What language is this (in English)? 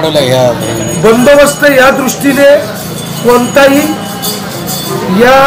Marathi